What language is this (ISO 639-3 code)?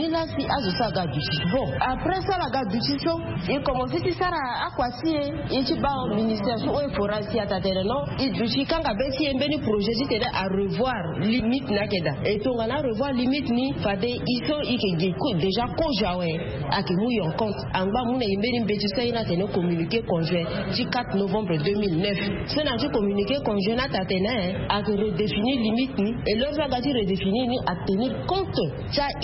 sag